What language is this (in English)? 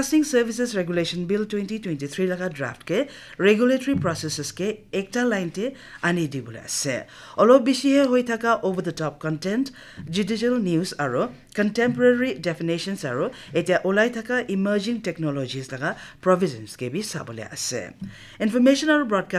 Naga Pidgin